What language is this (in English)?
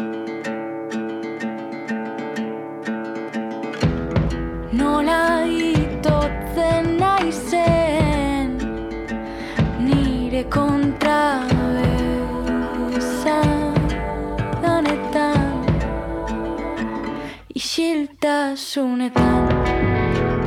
Basque